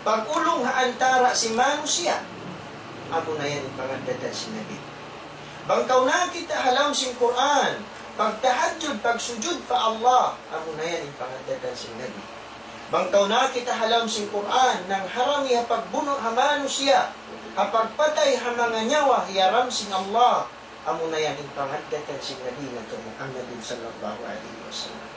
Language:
Tausug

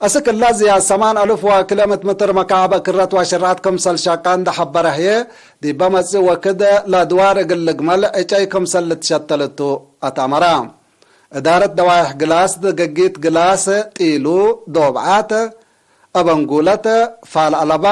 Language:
Tigre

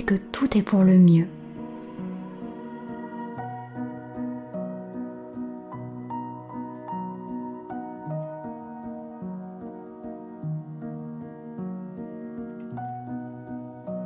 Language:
French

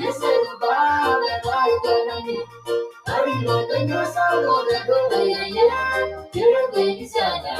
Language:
Masai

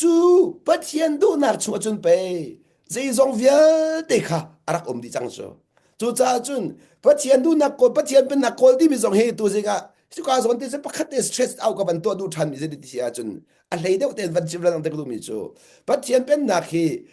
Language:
Hakha Chin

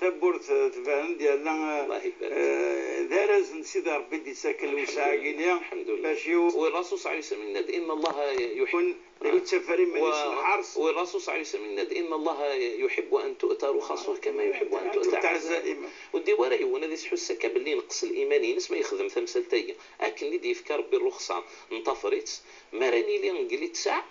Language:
Moroccan Arabic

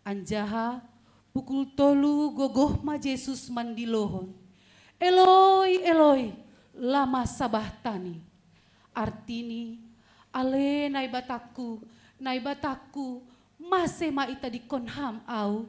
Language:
Batak Simalungun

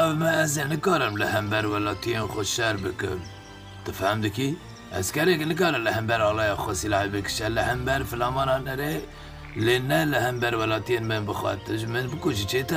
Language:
Kurdish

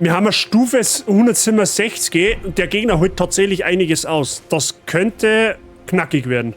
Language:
Bavarian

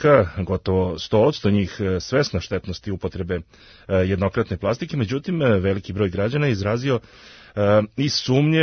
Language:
Serbian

